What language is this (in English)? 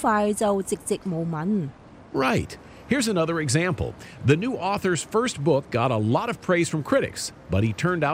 Cantonese